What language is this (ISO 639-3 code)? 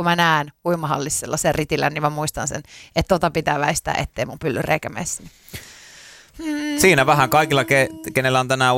fin